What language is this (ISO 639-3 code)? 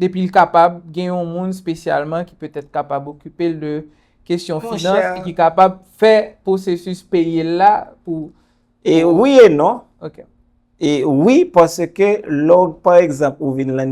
hat